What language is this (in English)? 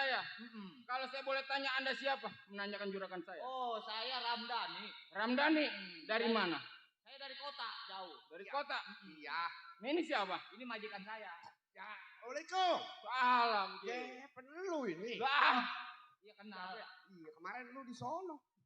Betawi